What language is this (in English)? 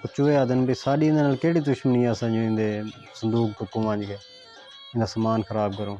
Saraiki